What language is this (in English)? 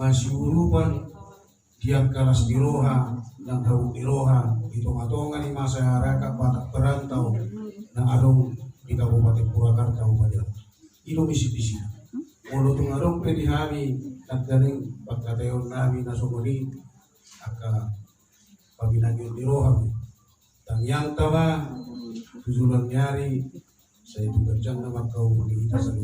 Batak Toba